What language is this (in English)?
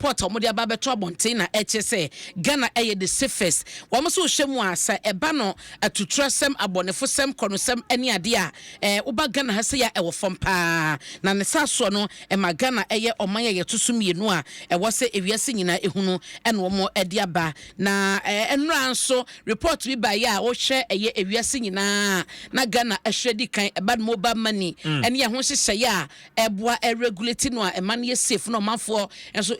Akan